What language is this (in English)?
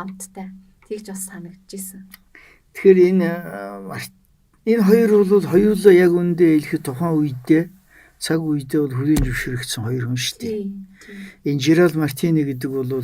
Mongolian